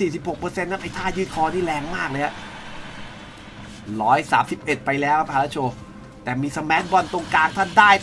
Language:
Thai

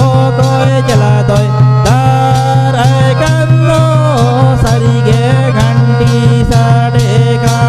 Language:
Santali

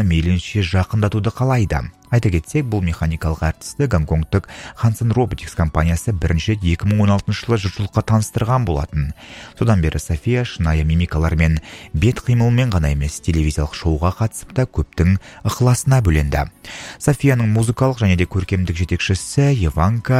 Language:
Kazakh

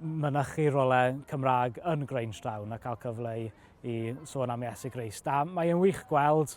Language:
Welsh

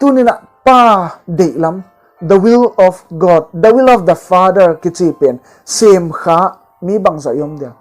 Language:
Paite Chin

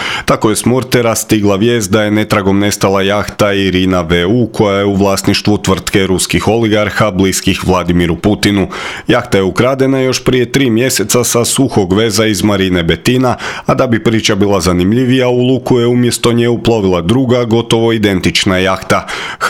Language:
Croatian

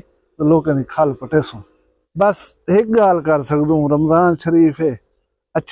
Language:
Saraiki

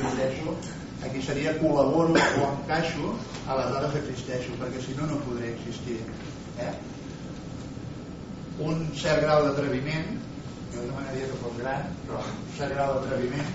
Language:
Catalan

